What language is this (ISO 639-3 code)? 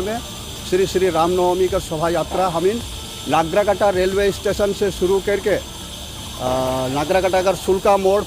sck